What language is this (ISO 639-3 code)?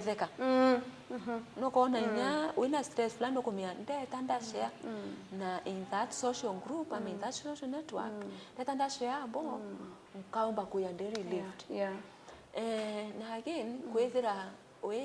mer